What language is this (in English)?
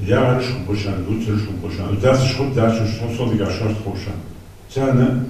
Ingush